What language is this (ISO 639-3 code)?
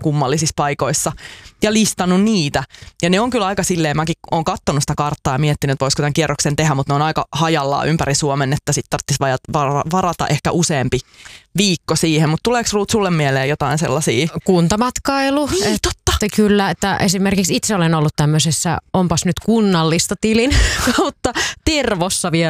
fin